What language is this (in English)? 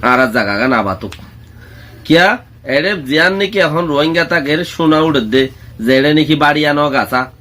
Rohingya